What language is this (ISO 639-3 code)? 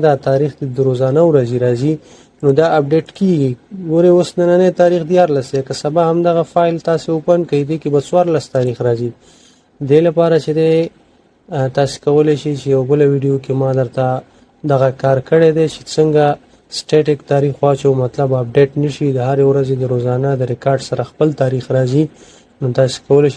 pus